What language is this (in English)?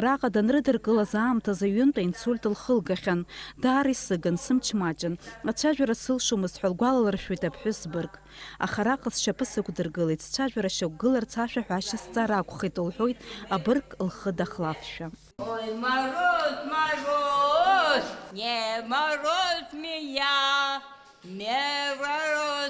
Abkhazian